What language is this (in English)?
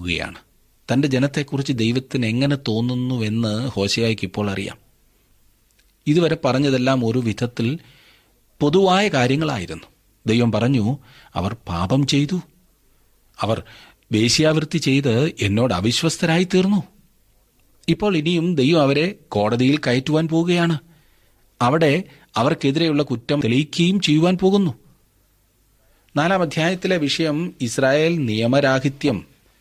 Malayalam